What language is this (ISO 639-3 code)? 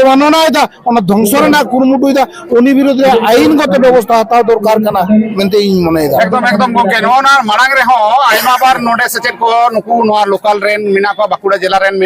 sat